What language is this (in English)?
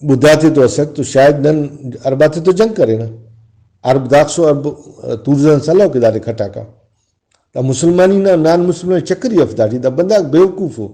Brahui